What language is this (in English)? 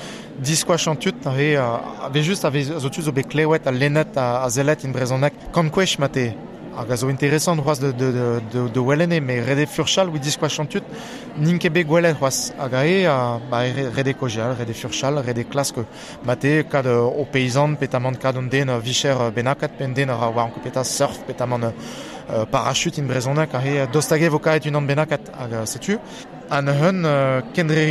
Breton